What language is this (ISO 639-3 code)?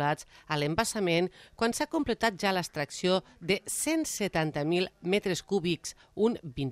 cat